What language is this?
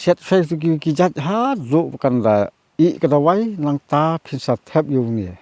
Khasi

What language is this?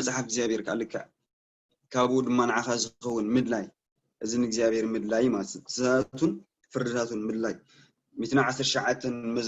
Tigrinya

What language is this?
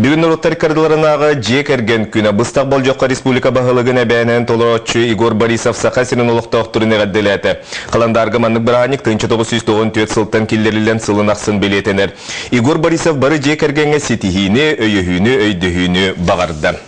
Yakut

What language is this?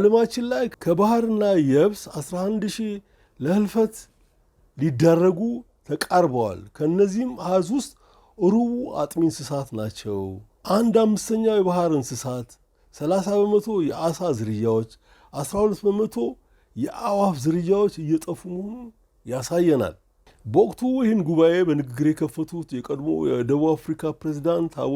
Amharic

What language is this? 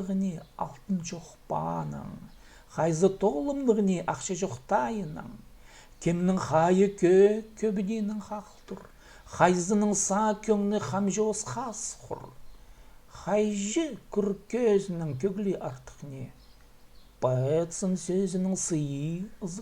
Khakas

